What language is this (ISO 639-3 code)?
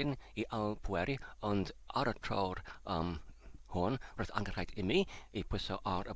cym